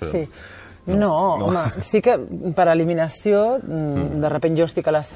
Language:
Catalan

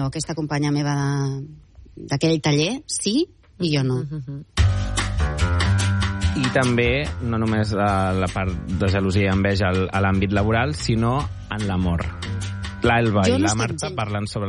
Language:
Catalan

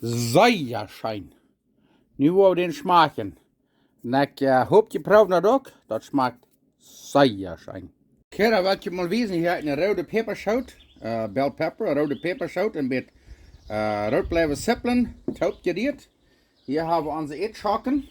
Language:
Plautdietsch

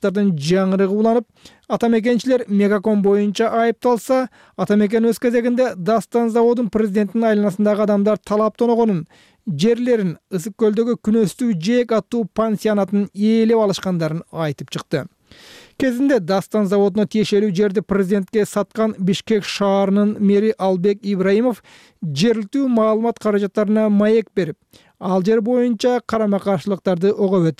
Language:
Kyrgyz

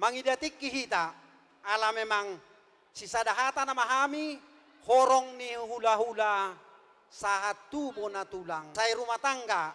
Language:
Batak Toba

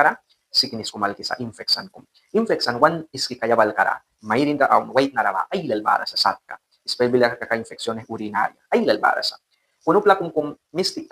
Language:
Mískito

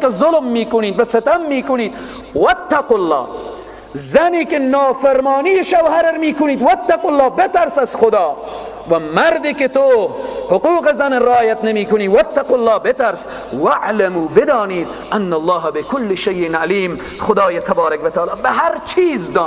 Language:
Persian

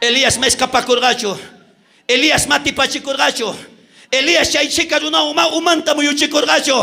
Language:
South Bolivian Quechua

